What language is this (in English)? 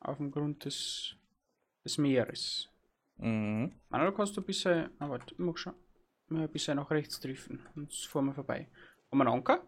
Bavarian